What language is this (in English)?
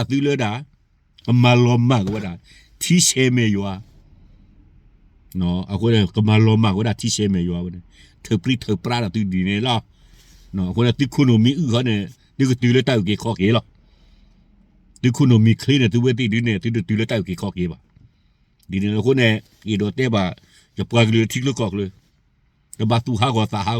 S'gaw Karen